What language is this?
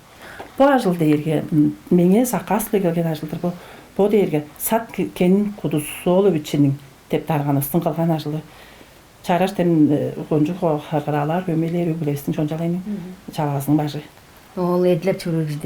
Tuvinian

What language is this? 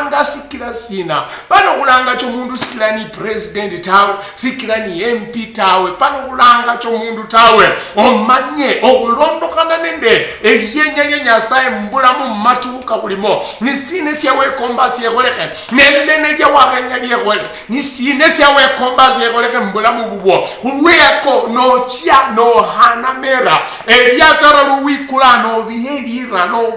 Luyia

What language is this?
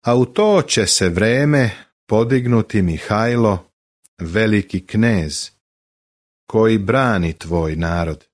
Serbian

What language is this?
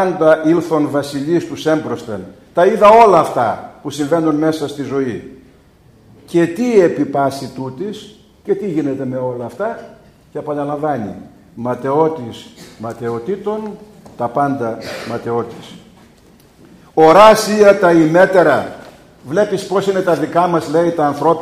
Greek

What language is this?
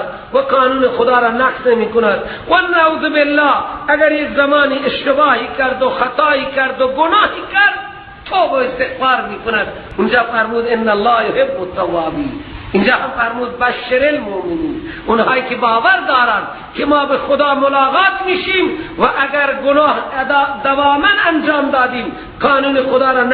Persian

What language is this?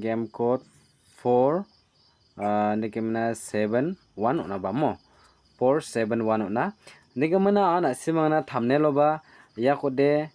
Garo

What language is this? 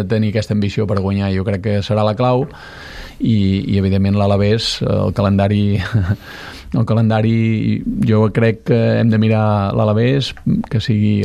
Catalan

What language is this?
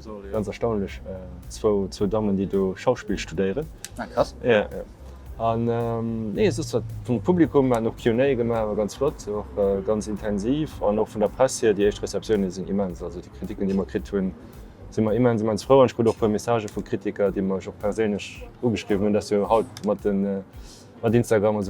Luxembourgish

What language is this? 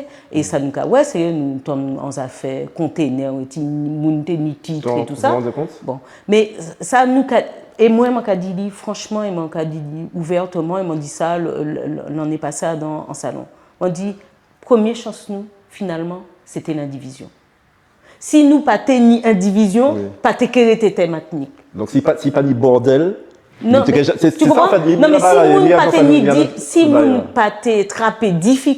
Guadeloupean Creole French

